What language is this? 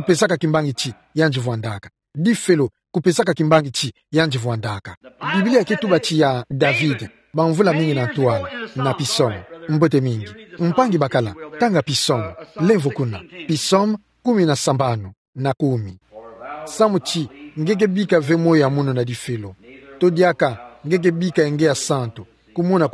Kituba (Democratic Republic of Congo)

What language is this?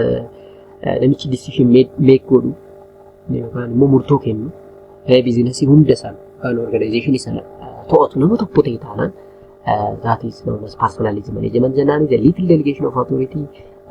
Oromo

